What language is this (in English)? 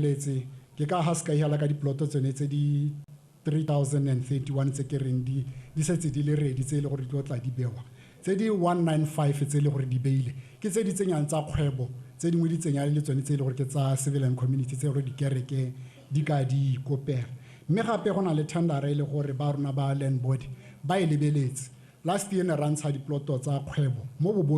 Tswana